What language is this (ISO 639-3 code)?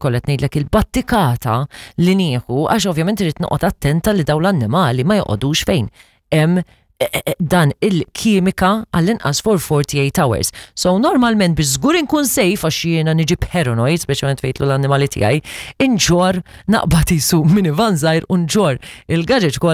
mlt